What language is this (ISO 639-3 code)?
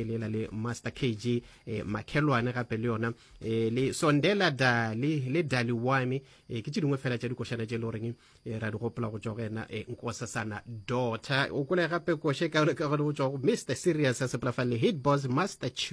nso